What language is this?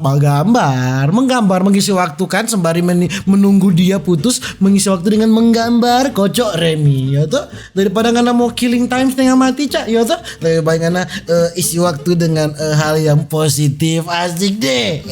Manado Malay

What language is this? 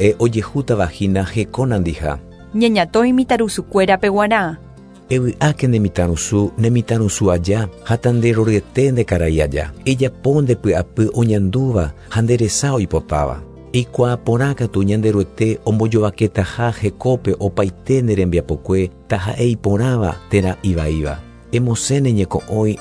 Guarani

